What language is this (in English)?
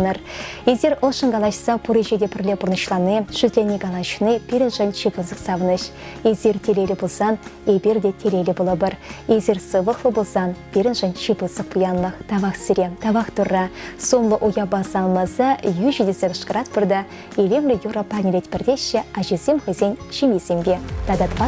Chuvash